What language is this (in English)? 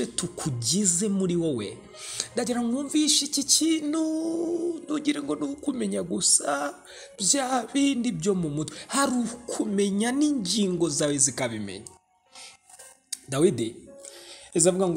Kinyarwanda